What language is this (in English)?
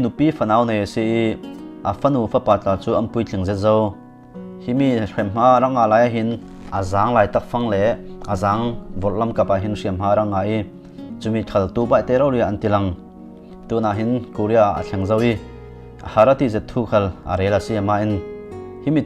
Falam Chin